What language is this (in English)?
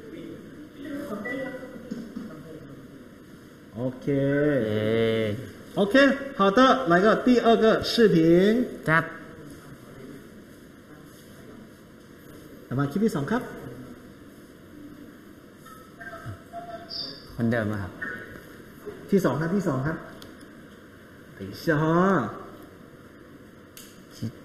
Thai